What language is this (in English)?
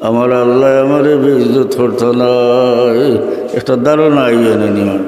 Sylheti